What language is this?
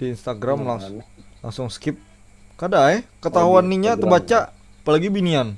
Banjar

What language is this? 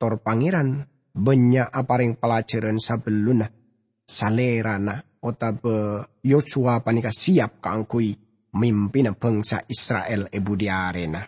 Madurese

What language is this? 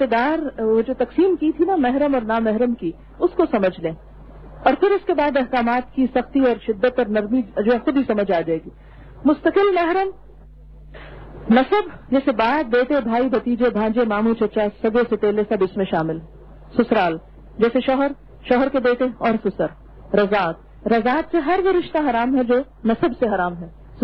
Urdu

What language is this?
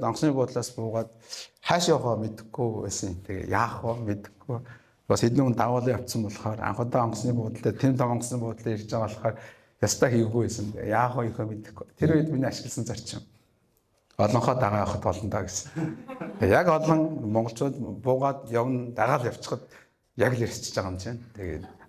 Mongolian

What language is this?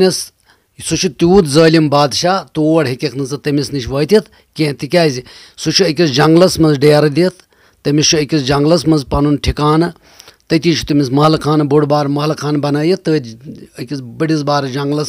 Kashmiri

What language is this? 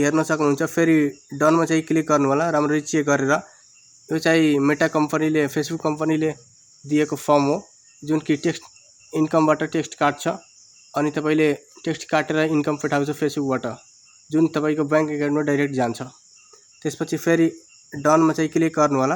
Nepali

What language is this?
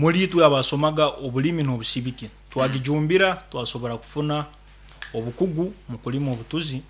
Nyankole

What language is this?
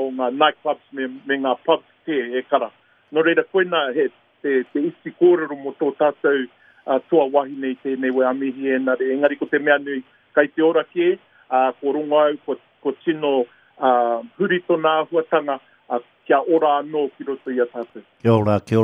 Māori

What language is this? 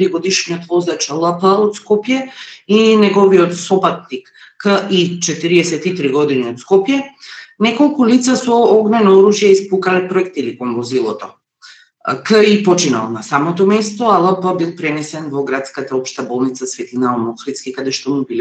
Macedonian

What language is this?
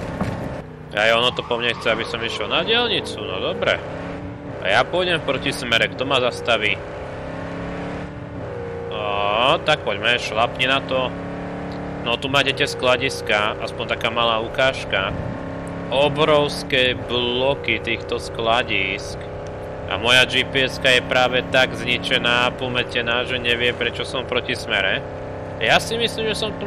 Slovak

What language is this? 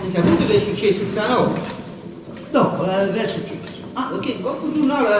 Neapolitan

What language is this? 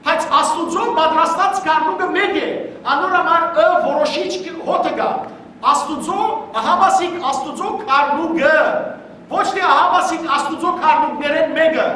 Western Armenian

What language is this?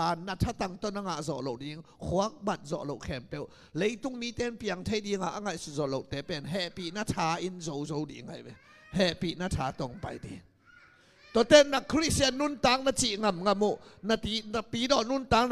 Tedim Chin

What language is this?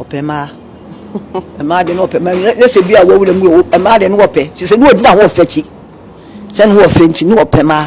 Akan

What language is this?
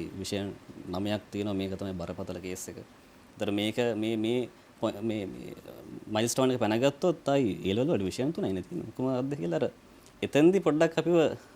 Sinhala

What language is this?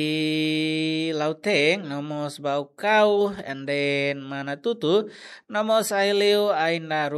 Tetum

